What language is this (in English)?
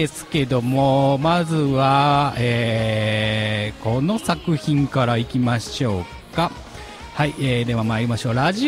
Japanese